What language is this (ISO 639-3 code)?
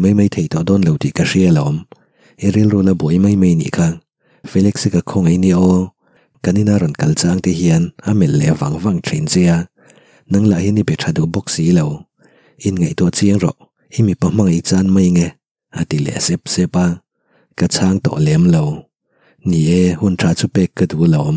lus